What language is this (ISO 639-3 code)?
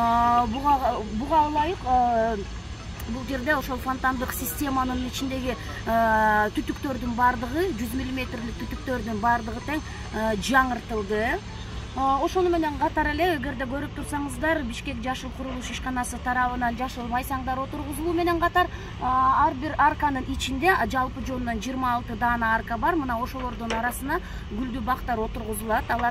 kir